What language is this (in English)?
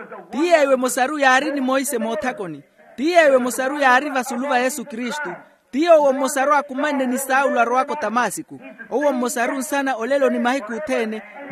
Makhuwa